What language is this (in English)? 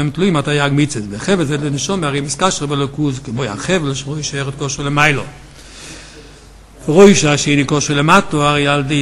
Hebrew